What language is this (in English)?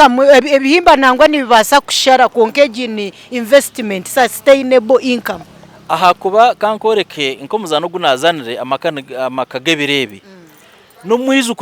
Nyankole